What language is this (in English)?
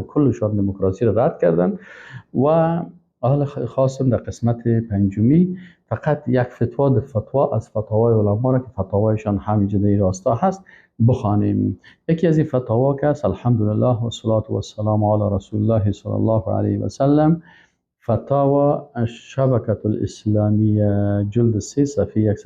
Persian